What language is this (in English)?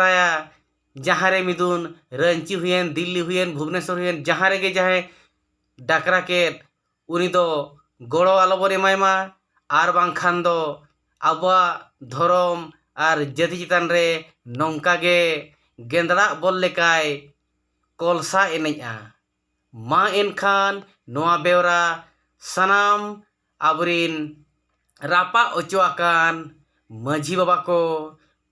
Santali